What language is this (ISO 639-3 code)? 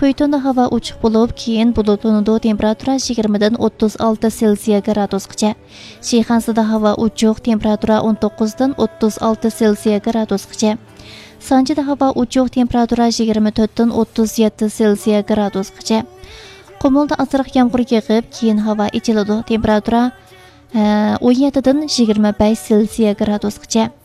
uig